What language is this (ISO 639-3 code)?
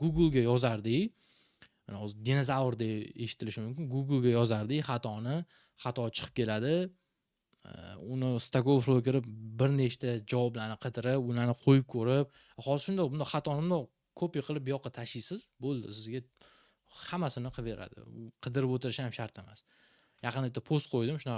uzb